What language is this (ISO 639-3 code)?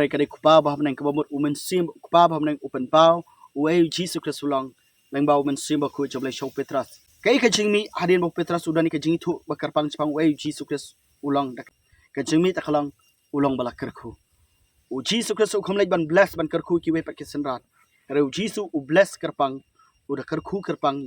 kha